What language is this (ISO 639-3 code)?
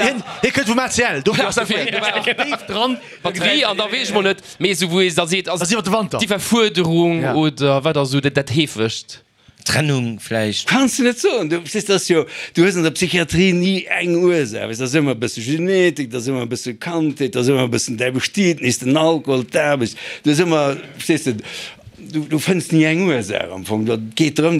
ltz